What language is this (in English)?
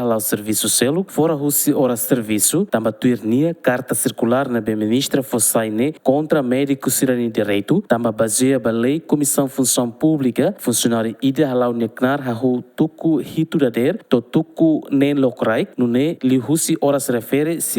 Tetum